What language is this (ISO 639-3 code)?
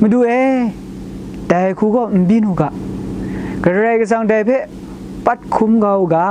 kac